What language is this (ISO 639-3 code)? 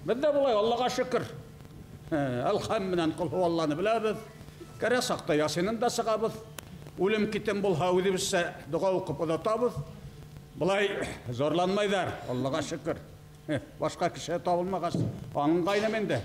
bak